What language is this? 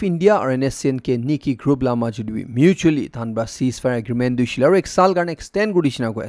Naga Pidgin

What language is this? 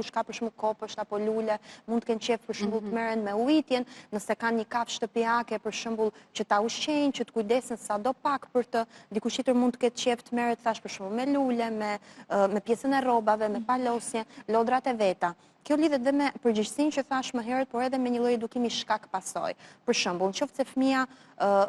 Albanian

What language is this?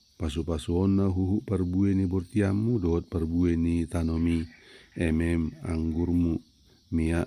Batak Toba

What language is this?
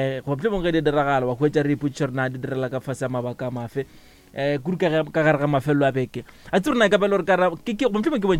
Northern Sotho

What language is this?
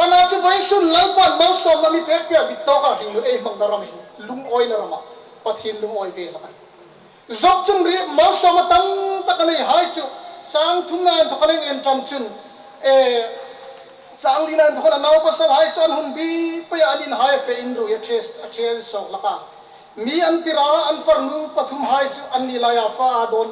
Hmar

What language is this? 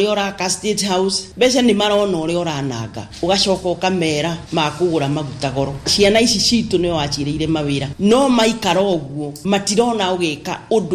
Kikuyu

